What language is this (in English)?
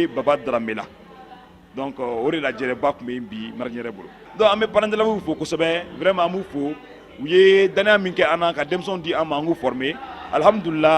Bambara